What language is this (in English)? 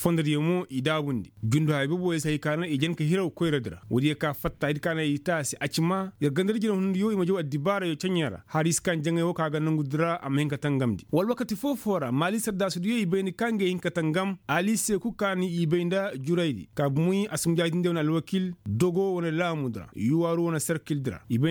Koyraboro Senni